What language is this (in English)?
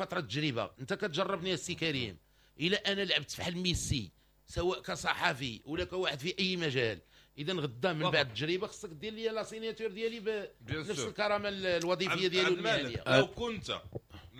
Moroccan Arabic